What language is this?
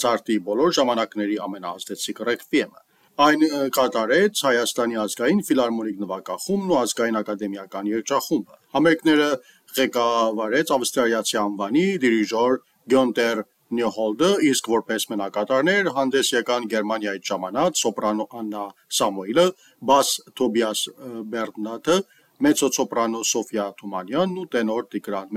Armenian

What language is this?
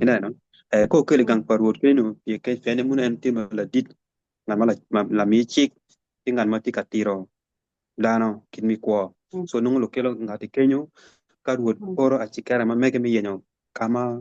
Acoli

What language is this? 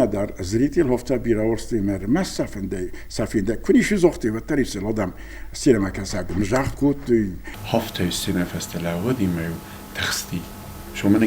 Ossetic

